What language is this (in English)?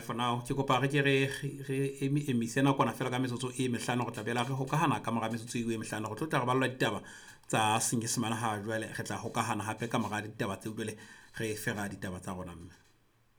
Southern Sotho